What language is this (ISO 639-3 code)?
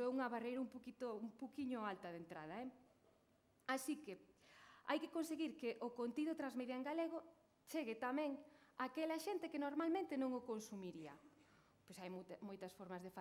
glg